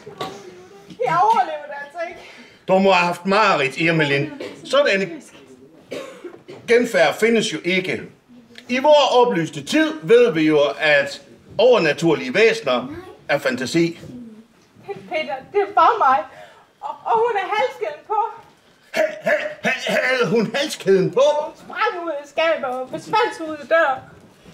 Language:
Danish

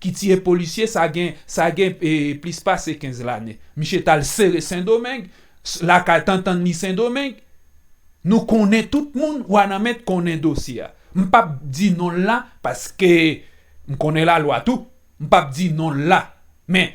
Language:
Haitian Creole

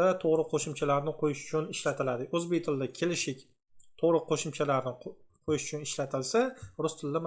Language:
Uzbek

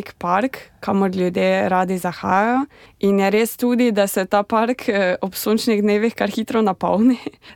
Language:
Slovenian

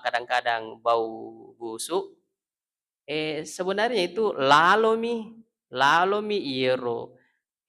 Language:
Buginese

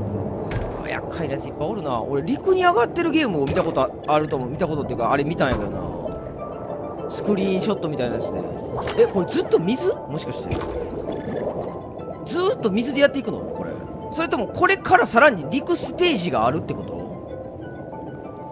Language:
Japanese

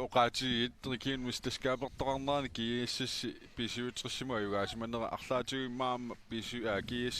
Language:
Kalaallisut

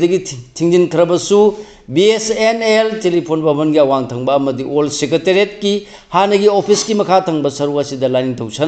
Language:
Manipuri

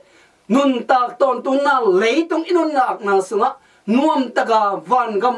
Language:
Tedim Chin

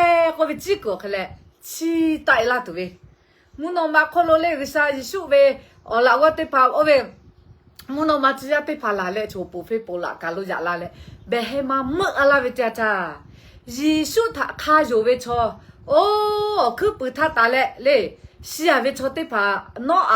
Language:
Lahu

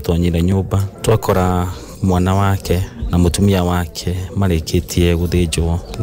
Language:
Kikuyu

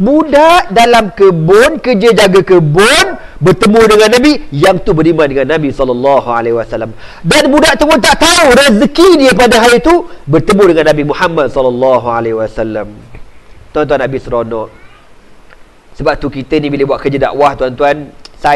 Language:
Malay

